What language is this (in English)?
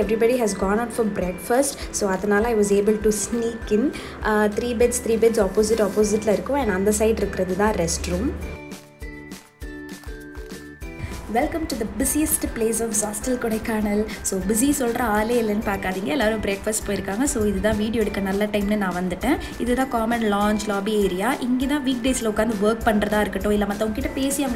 Tamil